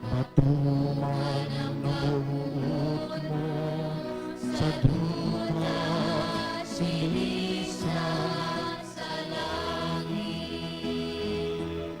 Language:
Hiligaynon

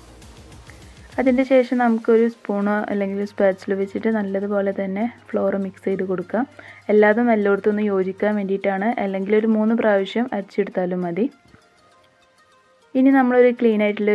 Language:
Malayalam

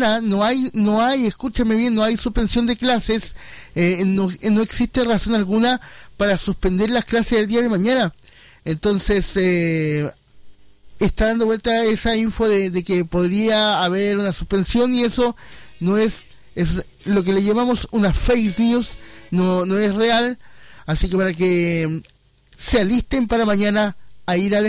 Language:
Spanish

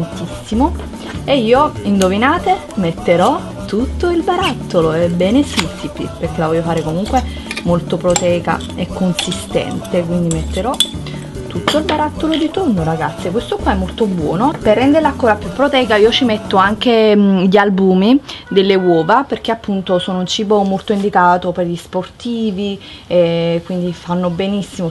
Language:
Italian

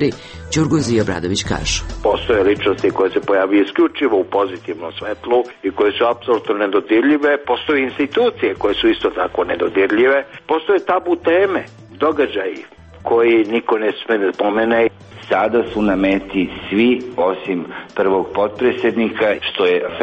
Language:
Serbian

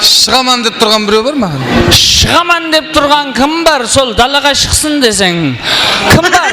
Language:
Kara-Kalpak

